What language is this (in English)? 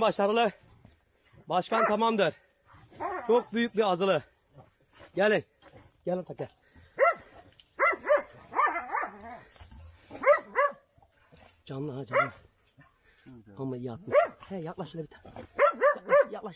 Turkish